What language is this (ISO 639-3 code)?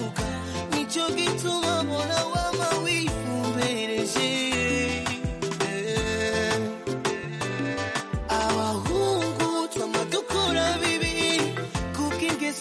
kin